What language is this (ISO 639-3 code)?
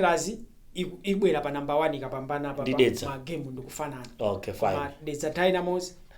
nya